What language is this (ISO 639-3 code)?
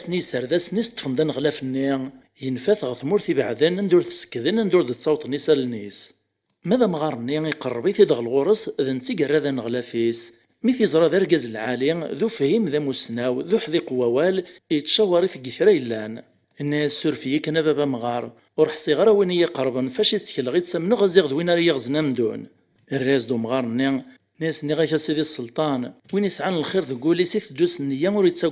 kab